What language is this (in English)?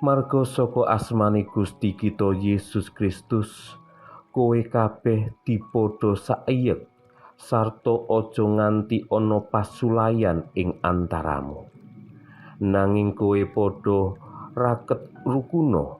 Javanese